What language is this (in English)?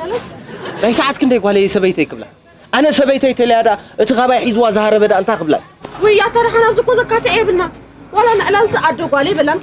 Tigrinya